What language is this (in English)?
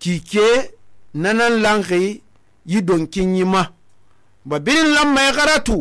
Susu